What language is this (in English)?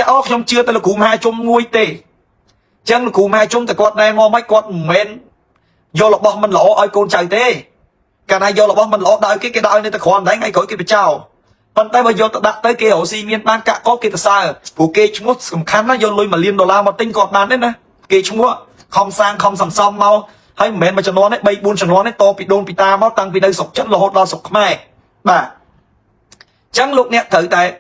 Khmer